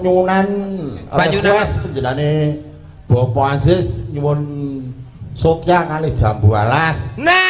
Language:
Javanese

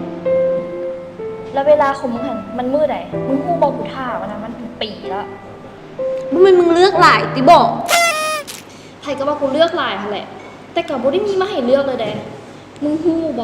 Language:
Lao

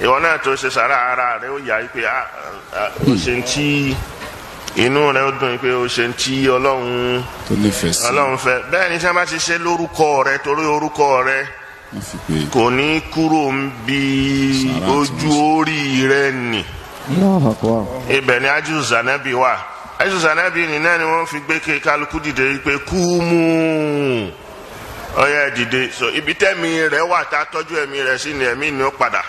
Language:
Yoruba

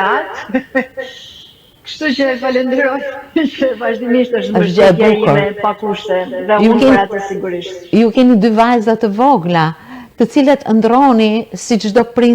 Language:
Albanian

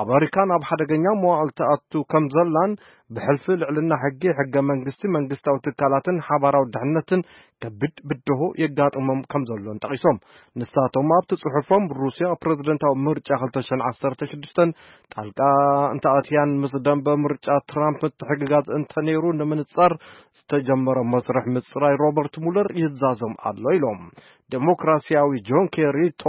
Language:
Tigrinya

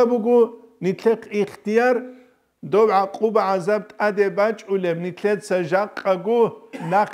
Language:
Avaric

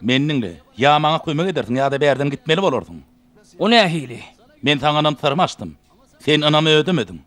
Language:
Turkmen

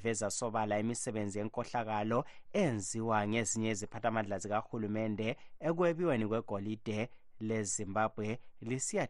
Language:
North Ndebele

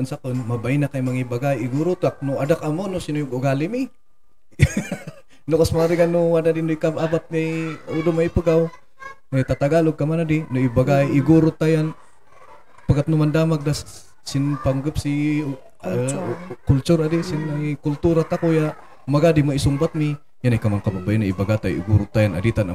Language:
Kankanaey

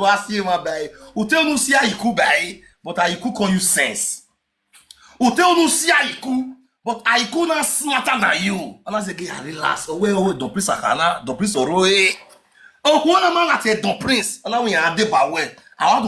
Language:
Nigerian Pidgin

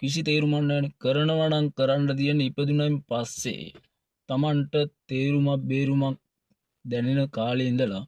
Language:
Sinhala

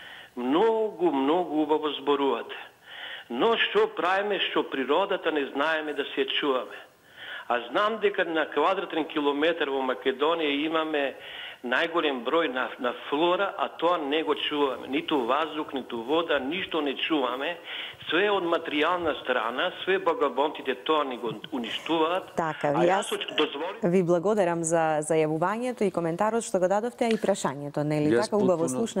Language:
Macedonian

